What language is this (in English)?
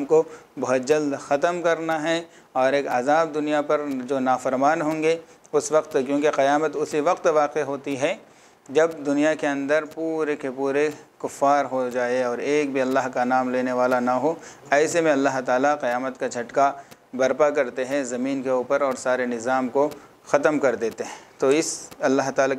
Urdu